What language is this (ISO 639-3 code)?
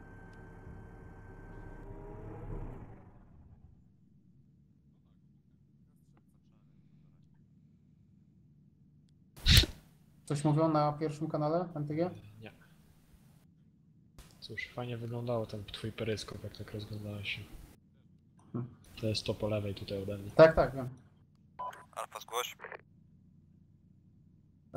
pol